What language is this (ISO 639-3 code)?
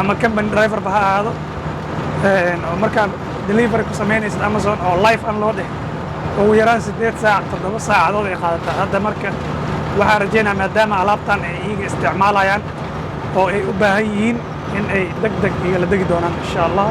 som